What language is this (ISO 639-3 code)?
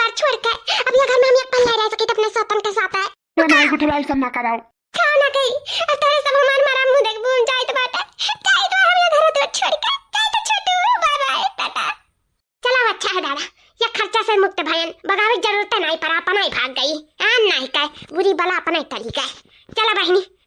awa